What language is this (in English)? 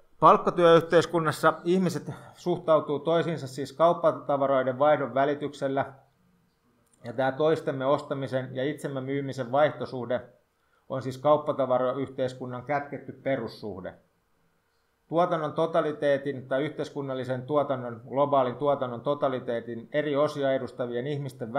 Finnish